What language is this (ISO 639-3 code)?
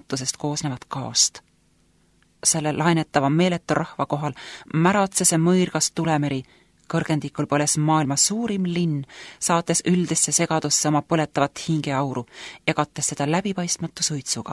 est